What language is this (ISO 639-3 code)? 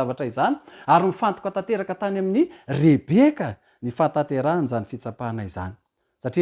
mlg